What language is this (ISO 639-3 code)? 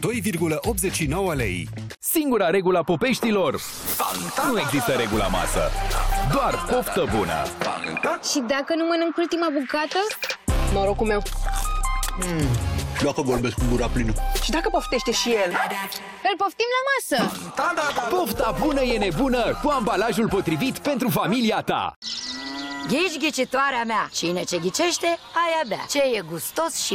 ron